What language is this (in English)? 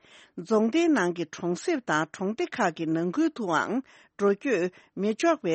Tibetan